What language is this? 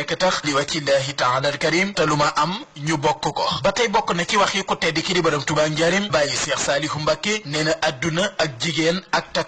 Wolof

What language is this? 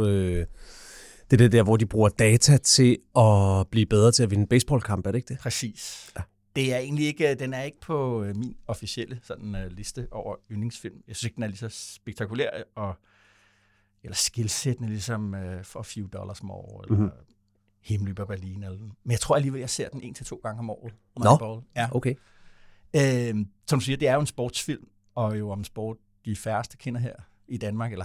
Danish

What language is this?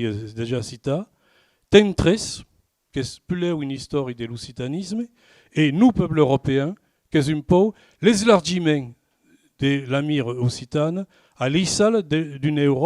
Occitan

